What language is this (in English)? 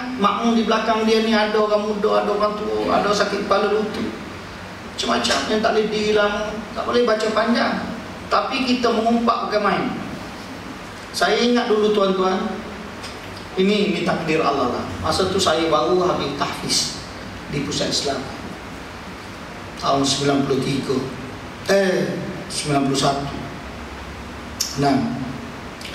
Malay